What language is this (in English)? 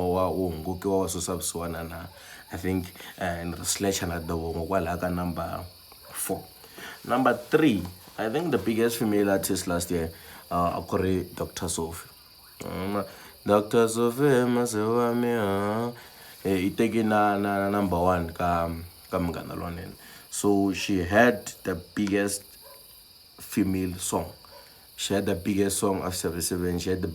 Tsonga